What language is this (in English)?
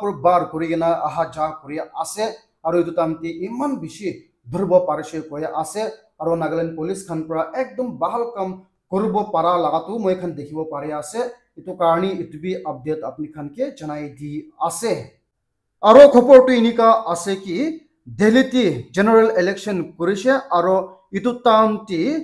Naga Pidgin